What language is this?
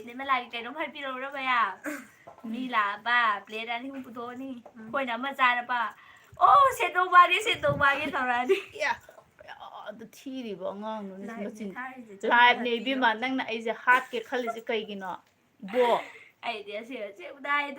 Manipuri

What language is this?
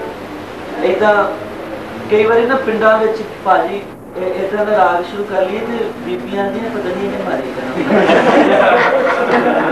Punjabi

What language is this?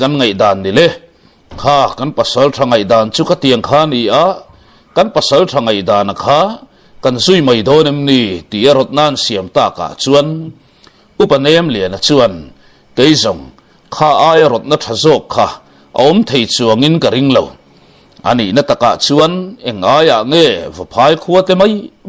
Mizo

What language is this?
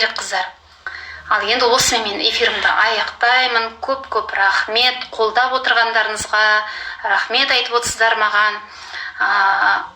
Kazakh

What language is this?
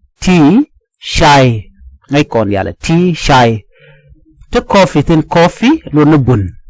Nuer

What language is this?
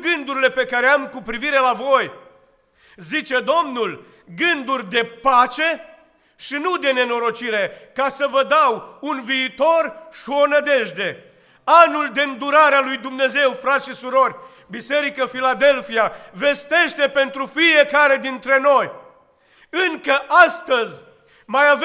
Romanian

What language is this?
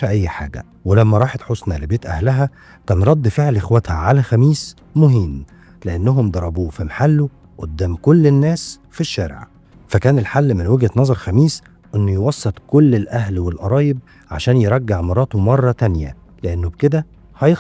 Egyptian Arabic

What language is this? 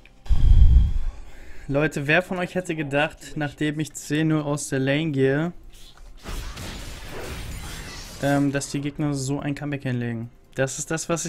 German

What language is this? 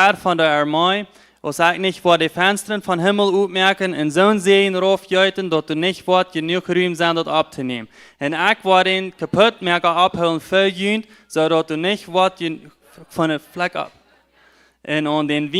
Plautdietsch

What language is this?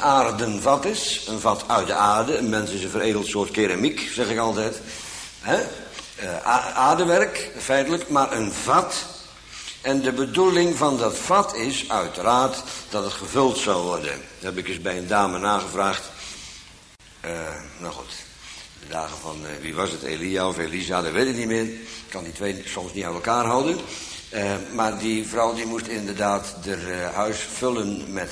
Dutch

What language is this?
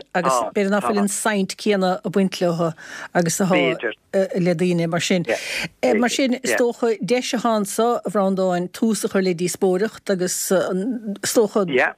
Irish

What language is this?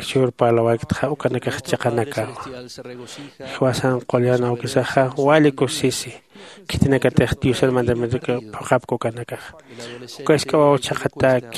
Aymara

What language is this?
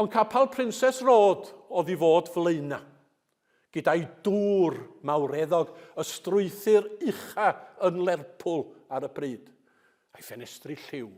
Welsh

